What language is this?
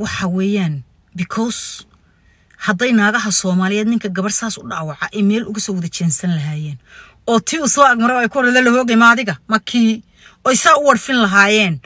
Somali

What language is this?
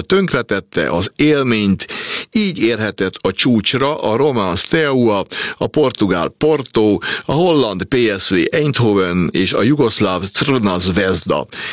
Hungarian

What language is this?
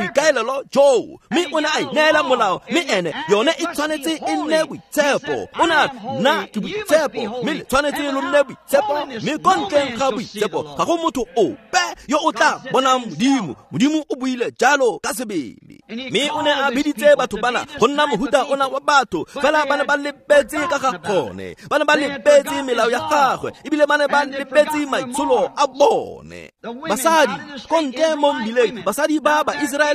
Tswana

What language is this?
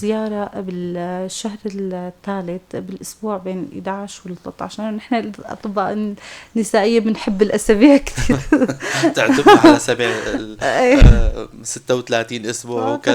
North Levantine Arabic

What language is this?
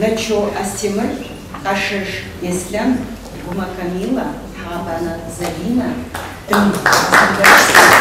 Kabardian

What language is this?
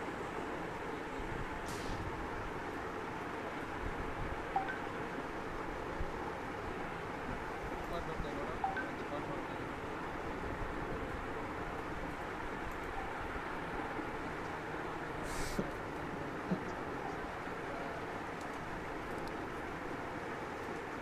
Kannada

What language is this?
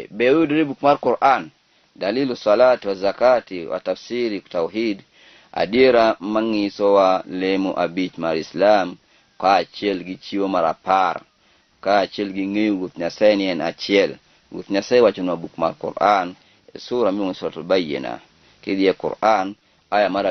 Luo (Kenya and Tanzania)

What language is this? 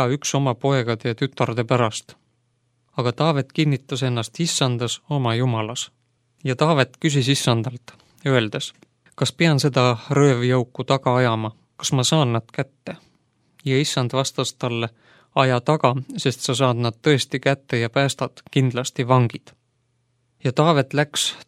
Estonian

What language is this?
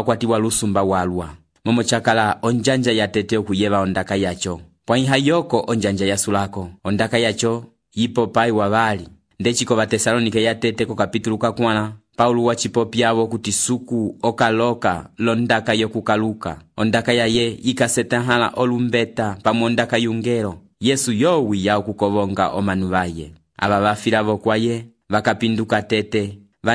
Umbundu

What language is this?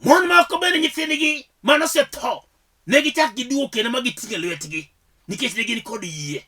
Luo (Kenya and Tanzania)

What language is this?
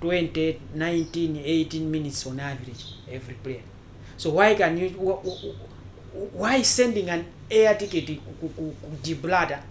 Nyanja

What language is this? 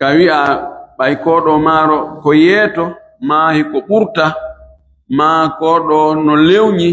Fula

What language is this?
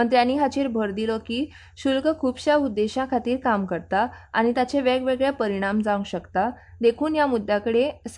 Konkani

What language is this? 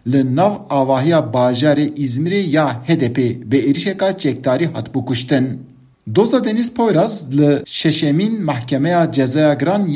Kurdish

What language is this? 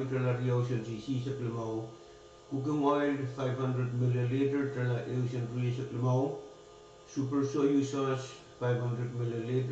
Pohnpeian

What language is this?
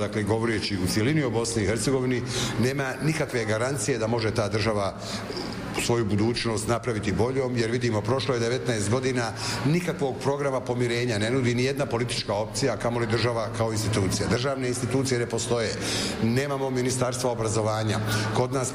Bosnian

